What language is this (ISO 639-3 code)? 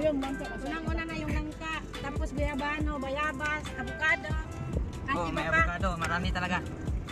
fil